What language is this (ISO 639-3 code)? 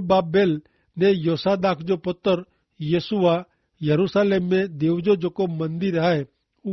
kfr